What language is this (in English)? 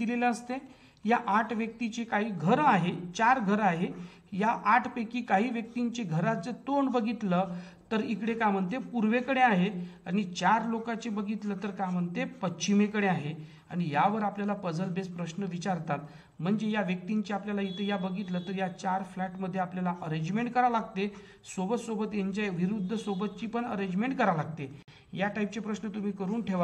Marathi